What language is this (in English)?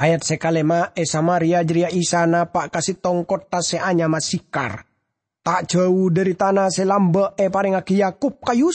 Madurese